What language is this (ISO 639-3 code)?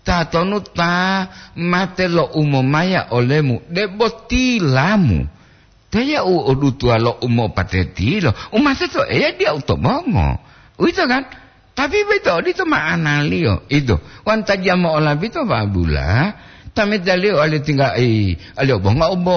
gor